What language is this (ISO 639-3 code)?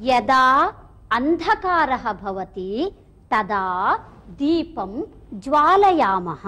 san